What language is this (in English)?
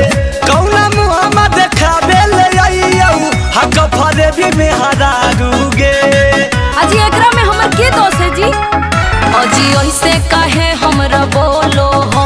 Magahi